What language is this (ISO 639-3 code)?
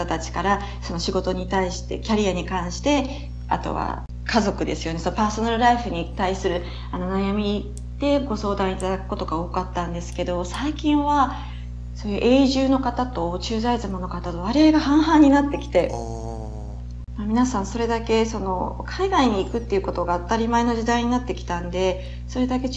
jpn